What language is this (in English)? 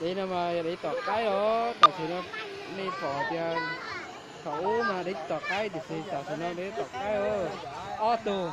Hmong